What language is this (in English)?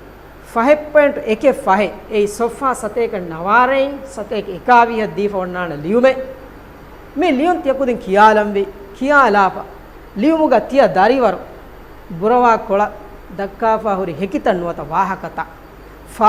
Divehi